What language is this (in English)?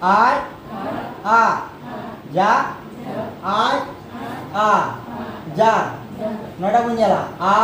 Santali